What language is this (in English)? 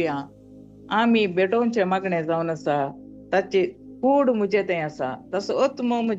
Konkani